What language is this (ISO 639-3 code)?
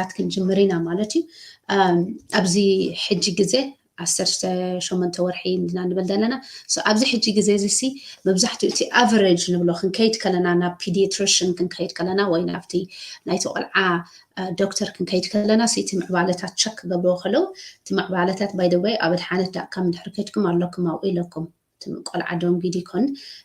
tir